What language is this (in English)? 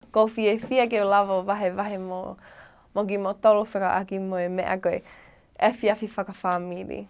Tongan